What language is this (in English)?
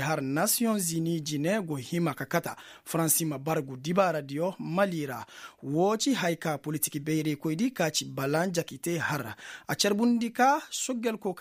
Koyraboro Senni